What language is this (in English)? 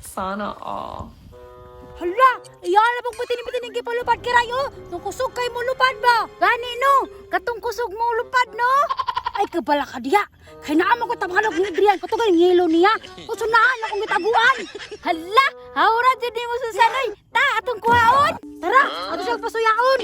Cebuano